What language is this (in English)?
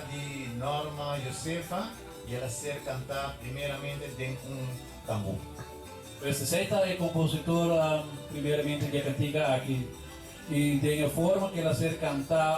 Papiamento